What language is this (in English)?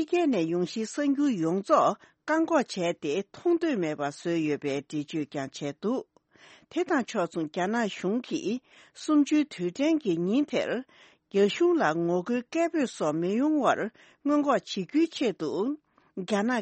Tibetan